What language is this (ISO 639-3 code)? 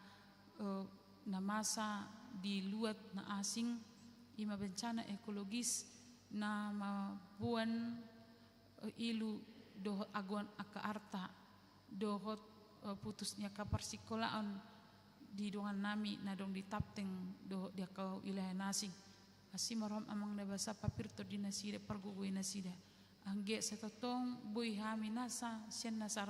bbc